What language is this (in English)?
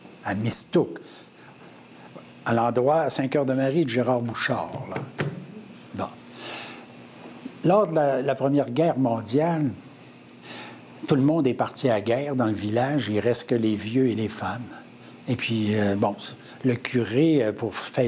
French